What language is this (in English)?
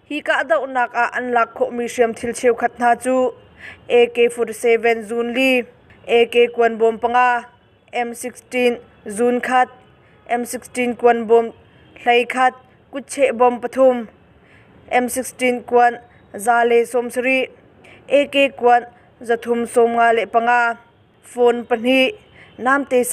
Hakha Chin